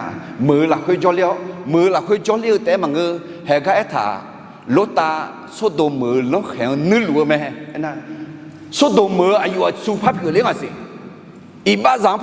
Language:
Akha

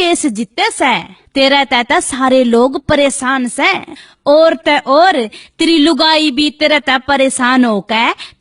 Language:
Haryanvi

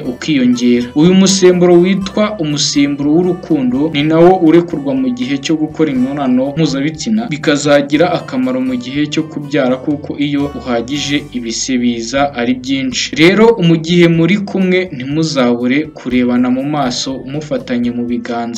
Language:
Kinyarwanda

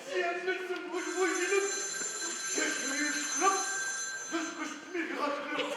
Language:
Adyghe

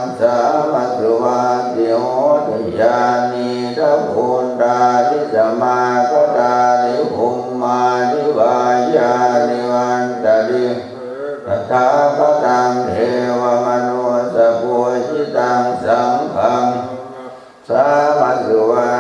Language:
Pali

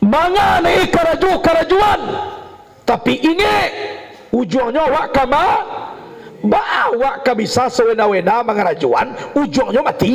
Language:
Minangkabau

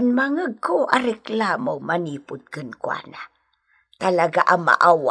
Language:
Iloko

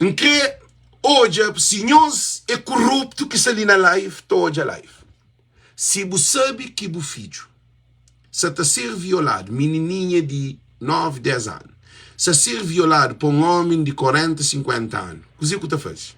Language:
Kabuverdianu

